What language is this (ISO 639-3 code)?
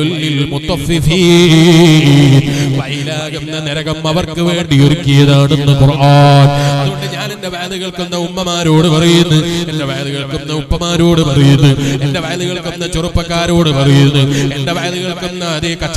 mal